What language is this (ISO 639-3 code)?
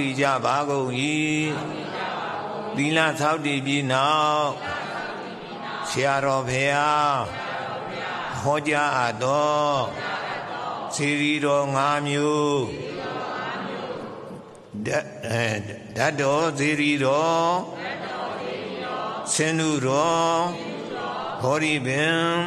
mya